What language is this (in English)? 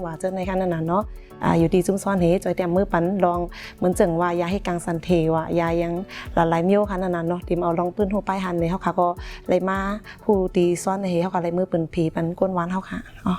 Shan